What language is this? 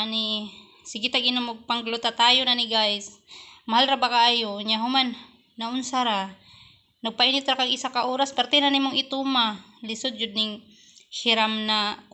Cebuano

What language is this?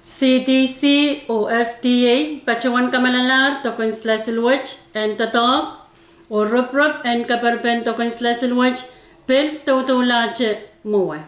Pohnpeian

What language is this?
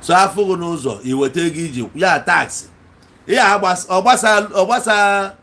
Igbo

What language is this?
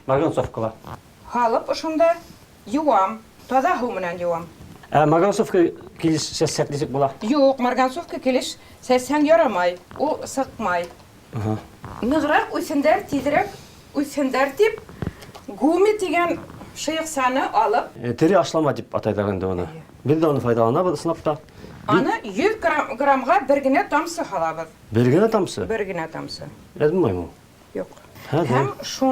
Bashkir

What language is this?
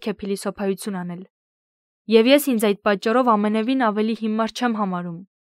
Armenian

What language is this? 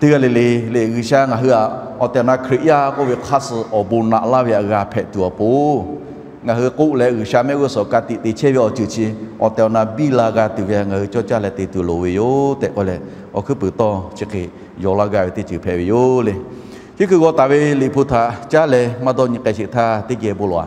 Lahu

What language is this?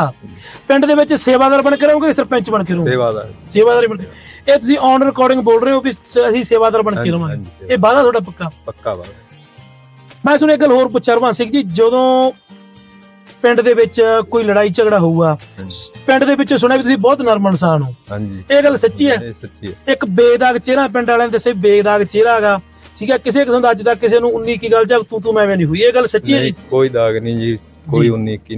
Punjabi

